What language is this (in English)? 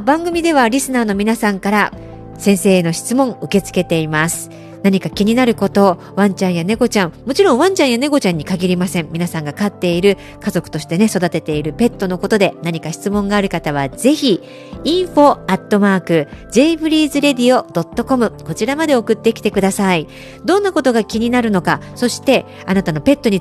Japanese